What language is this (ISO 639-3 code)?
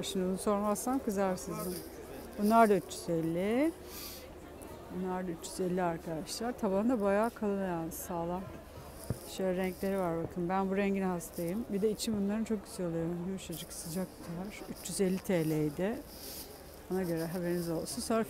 tur